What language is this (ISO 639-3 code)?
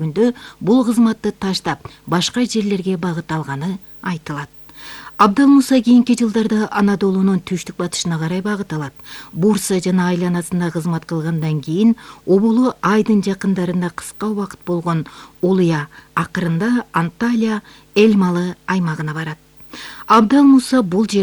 kir